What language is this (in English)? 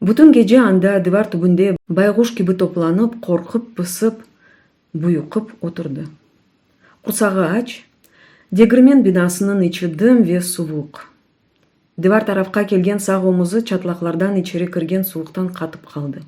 Crimean Tatar